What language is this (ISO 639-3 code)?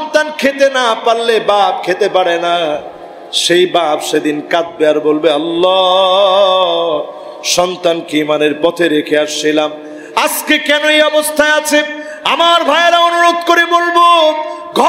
ben